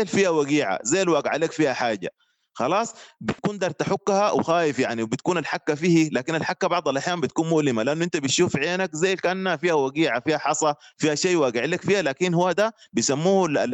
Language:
Sudanese Arabic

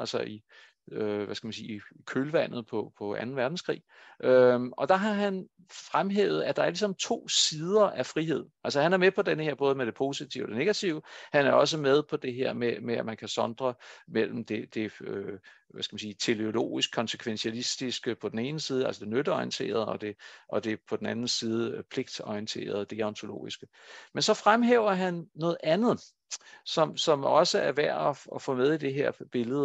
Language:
Danish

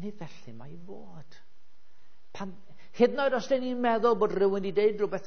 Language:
Welsh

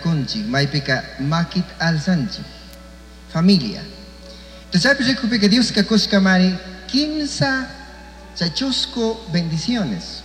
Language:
Chimborazo Highland Quichua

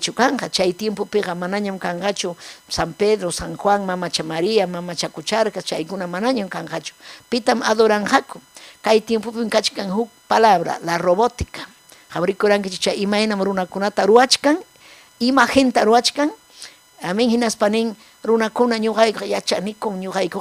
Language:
Ayacucho Quechua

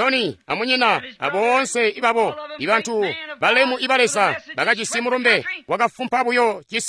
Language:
Tonga (Zambia)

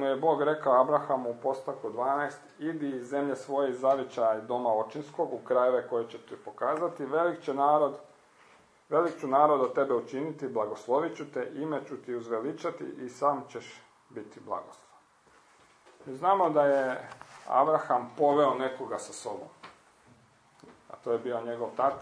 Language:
Croatian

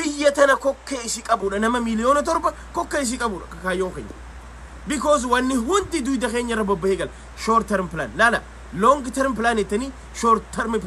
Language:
Oromo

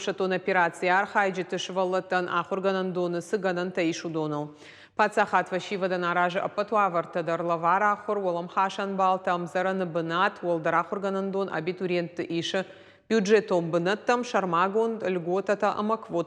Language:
Ossetic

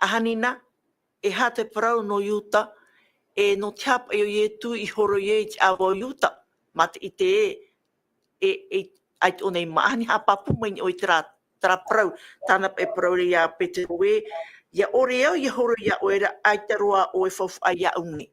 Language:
Tahitian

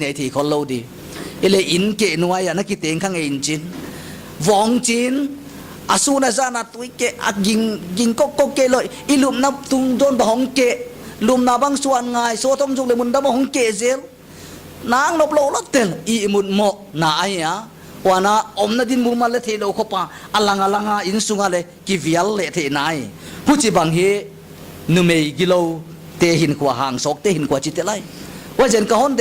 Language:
Paite Chin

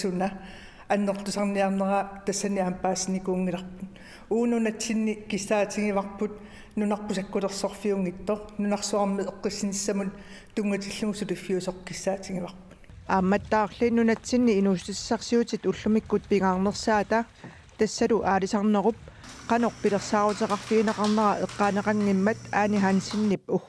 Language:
Kalaallisut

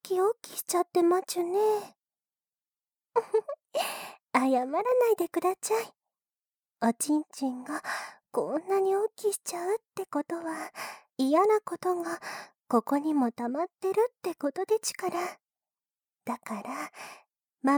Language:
Japanese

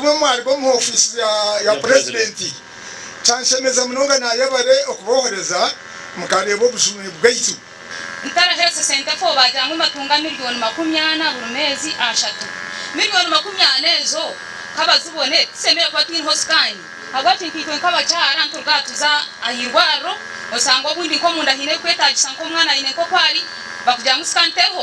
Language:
Nyankole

